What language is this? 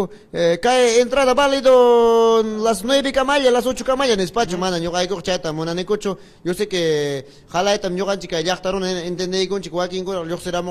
Ayacucho Quechua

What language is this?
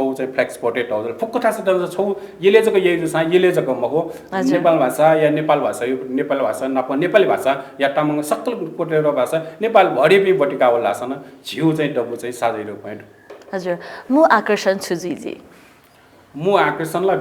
Newari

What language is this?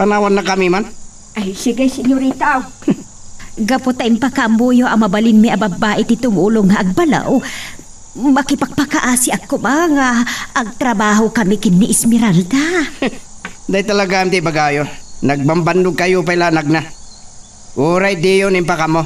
Iloko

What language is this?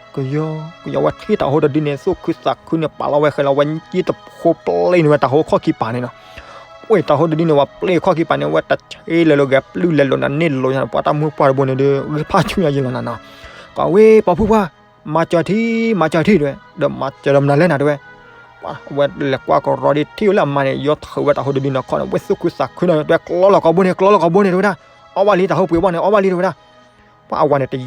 S'gaw Karen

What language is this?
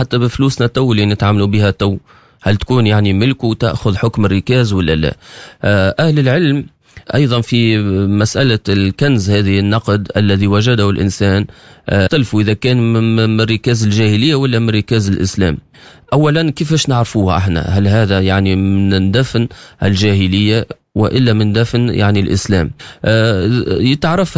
Tunisian Arabic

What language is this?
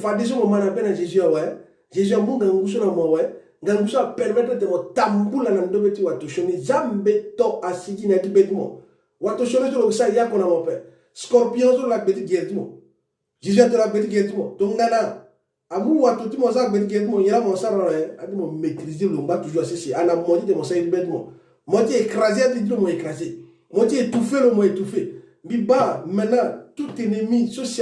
Sango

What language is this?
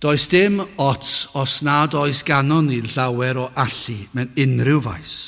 Welsh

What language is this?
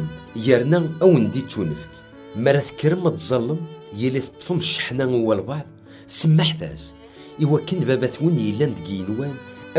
Kabyle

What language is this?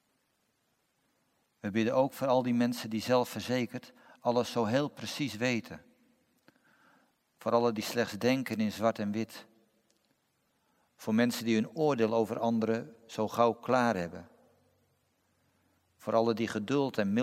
Dutch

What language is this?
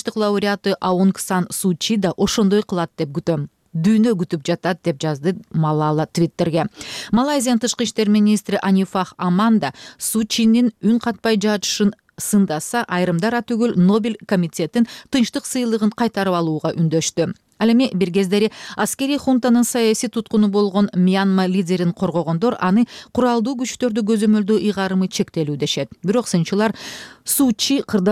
Kyrgyz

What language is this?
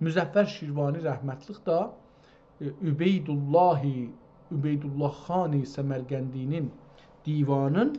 South Azerbaijani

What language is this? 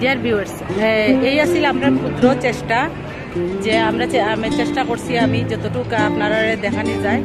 Sylheti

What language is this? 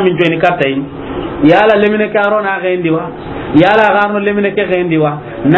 Soninke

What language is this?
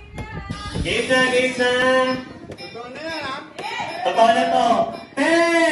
Filipino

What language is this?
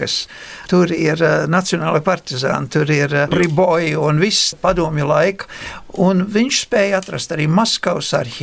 Latvian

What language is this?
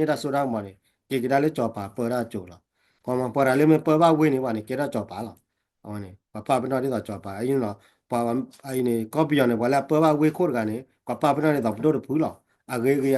S'gaw Karen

